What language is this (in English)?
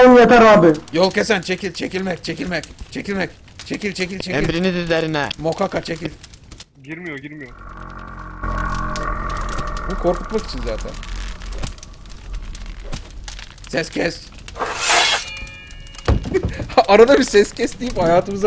Turkish